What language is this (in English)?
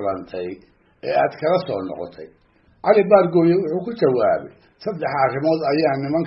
Somali